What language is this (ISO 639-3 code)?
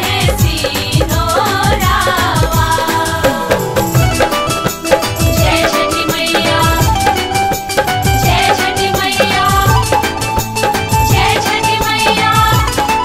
bho